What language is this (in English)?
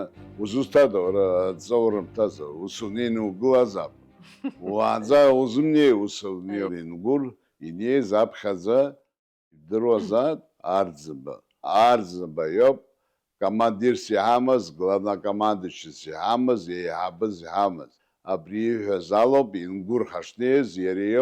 Abkhazian